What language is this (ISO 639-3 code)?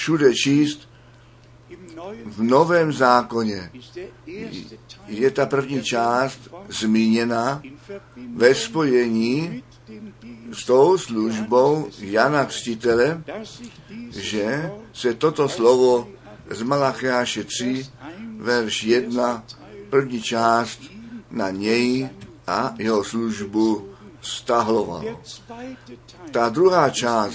ces